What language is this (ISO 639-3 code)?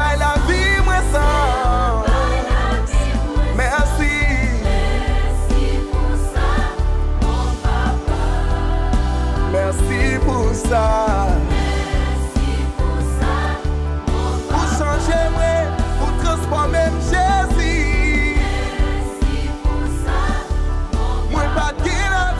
fra